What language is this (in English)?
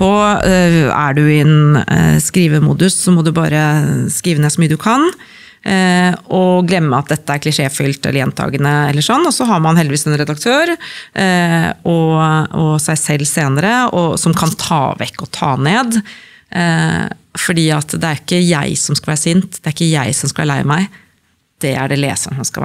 Norwegian